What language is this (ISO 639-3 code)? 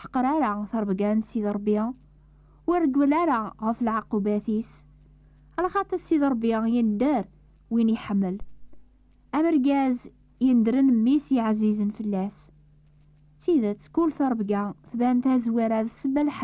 kab